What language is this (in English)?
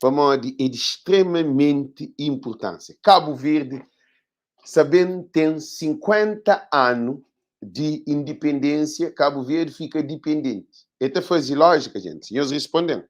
Kabuverdianu